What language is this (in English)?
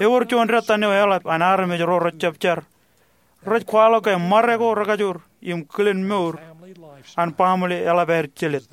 Marshallese